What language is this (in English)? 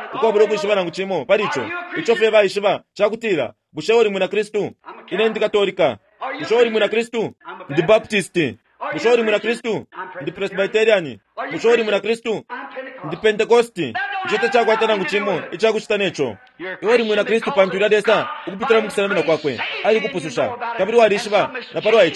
Bemba